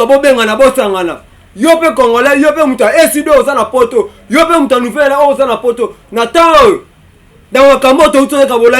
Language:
Lingala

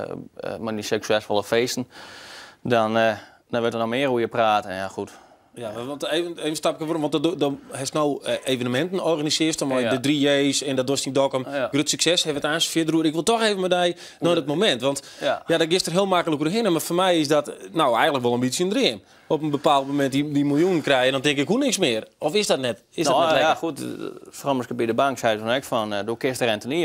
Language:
Western Frisian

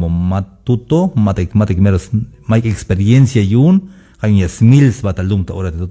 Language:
Tzeltal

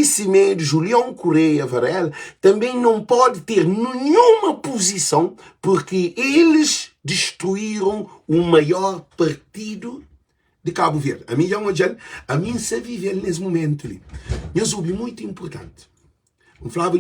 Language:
Kabuverdianu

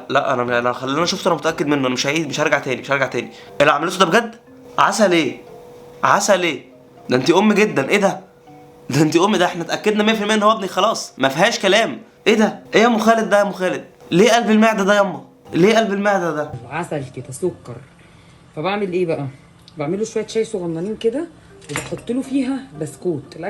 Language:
Egyptian Arabic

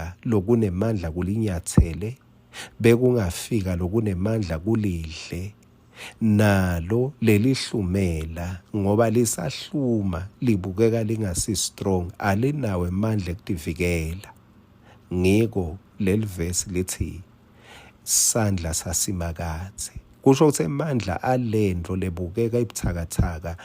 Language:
Swati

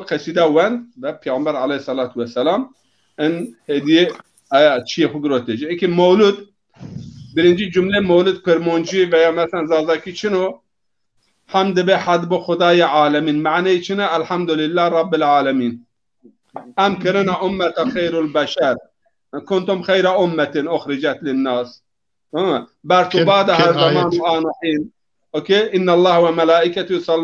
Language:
Zaza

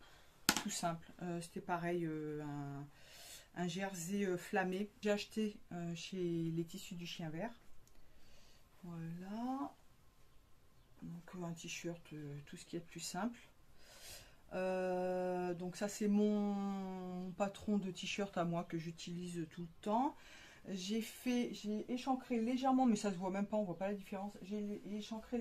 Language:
French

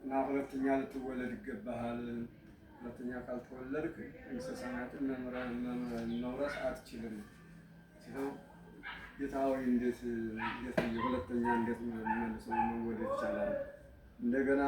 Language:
Amharic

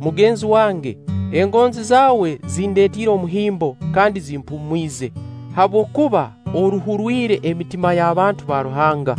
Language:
Nyankole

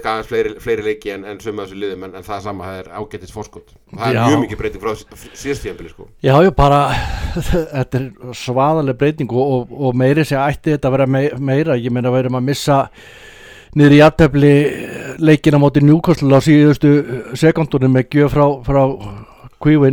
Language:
Icelandic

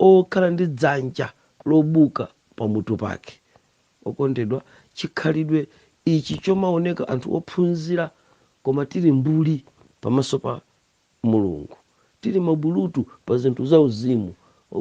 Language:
Nyanja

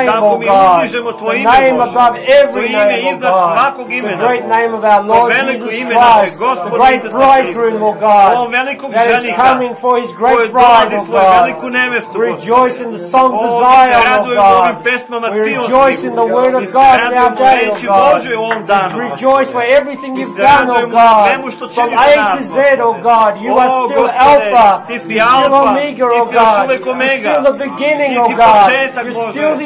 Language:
Serbian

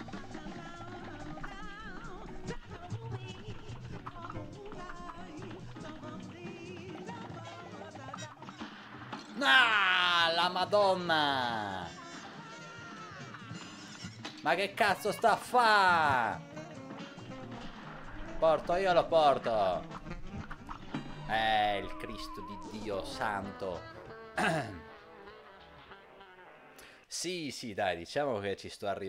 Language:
Italian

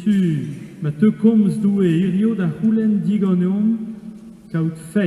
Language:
Breton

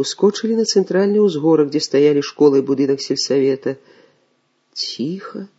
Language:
Belarusian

